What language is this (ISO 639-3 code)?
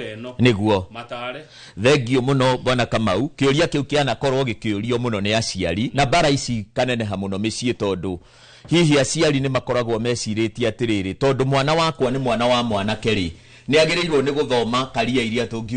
kik